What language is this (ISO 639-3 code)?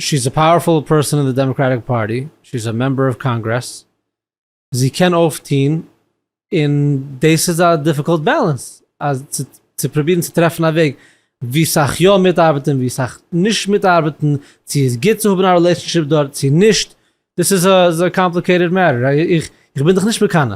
yid